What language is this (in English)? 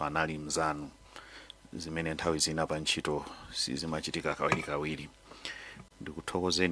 Nyanja